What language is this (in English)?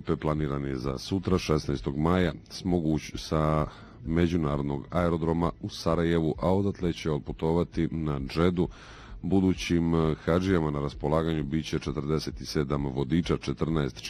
Bosnian